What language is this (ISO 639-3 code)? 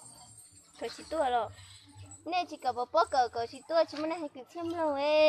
hmn